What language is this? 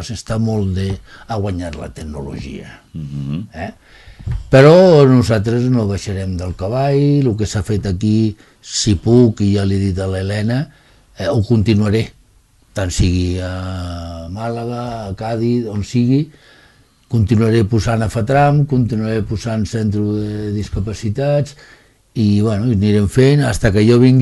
Catalan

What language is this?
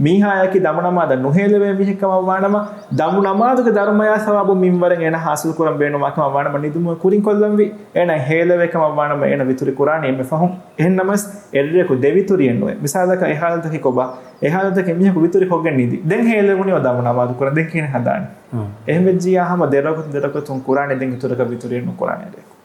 Divehi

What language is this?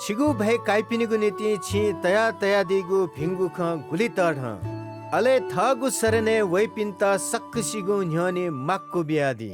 Newari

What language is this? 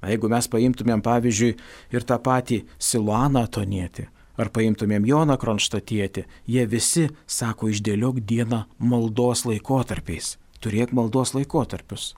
Lithuanian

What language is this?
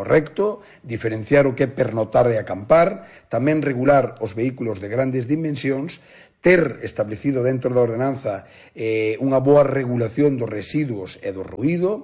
Galician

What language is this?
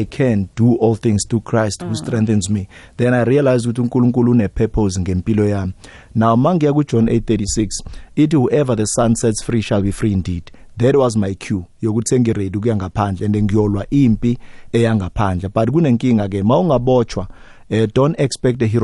South Ndebele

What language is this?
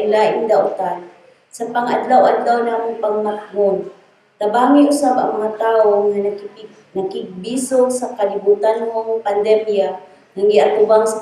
Cebuano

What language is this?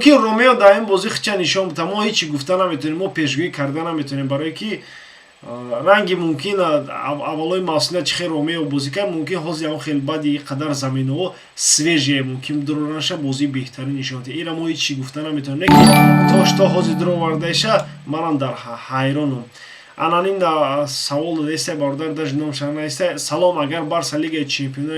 Tajik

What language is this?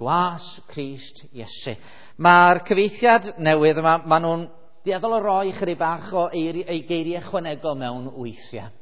Welsh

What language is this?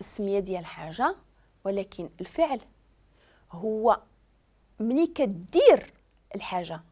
Moroccan Arabic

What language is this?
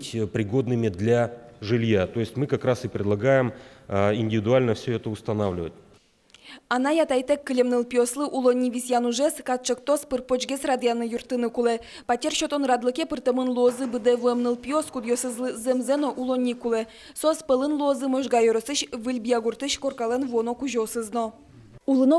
Udmurt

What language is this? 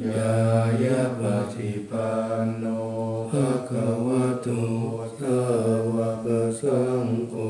Pali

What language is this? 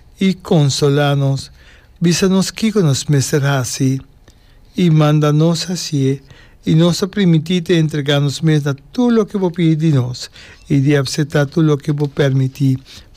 Papiamento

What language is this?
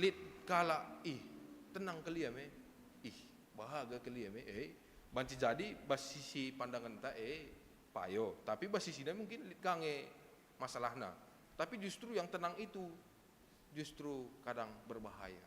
Batak Karo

